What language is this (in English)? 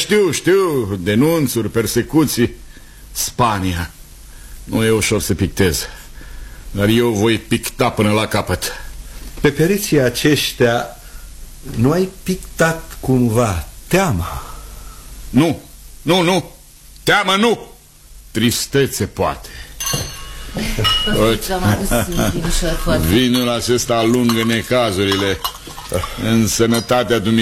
Romanian